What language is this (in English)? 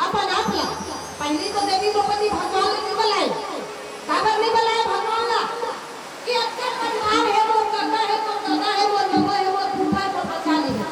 Chhattisgarhi